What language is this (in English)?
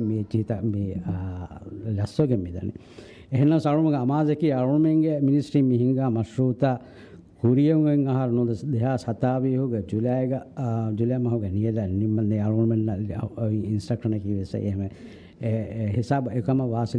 Divehi